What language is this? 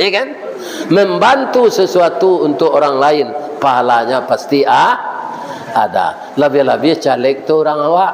Minangkabau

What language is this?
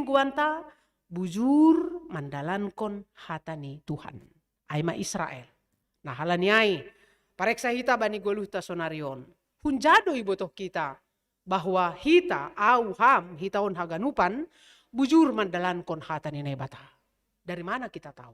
Batak Simalungun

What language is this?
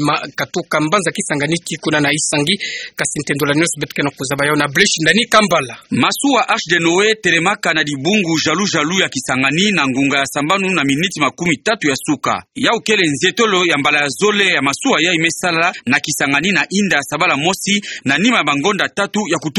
Kituba (Democratic Republic of Congo)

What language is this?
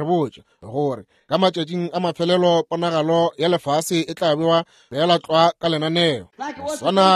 Northern Sotho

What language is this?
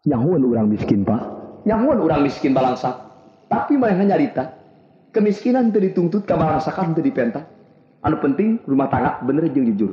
Sundanese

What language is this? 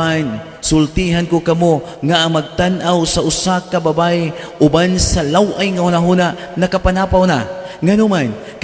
Cebuano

